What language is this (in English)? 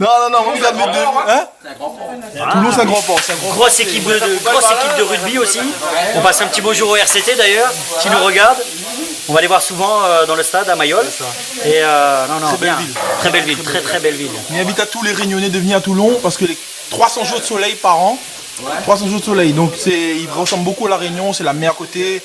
Réunion Creole French